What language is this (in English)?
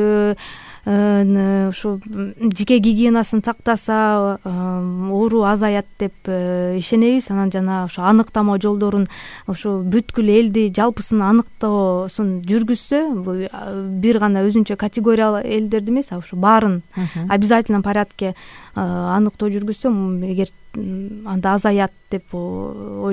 Kyrgyz